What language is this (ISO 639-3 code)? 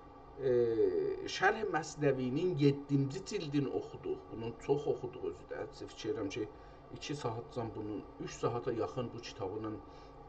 azb